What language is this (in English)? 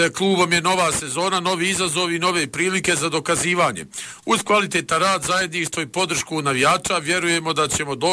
Bosnian